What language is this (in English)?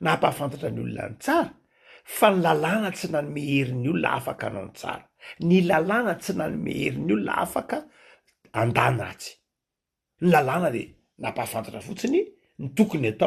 Malagasy